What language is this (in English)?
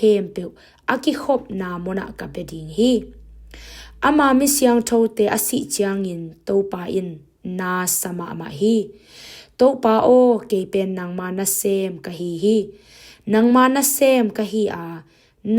Tedim Chin